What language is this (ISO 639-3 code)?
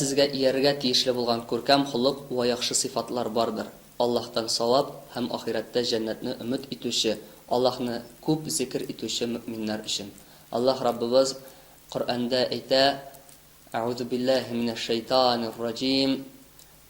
tat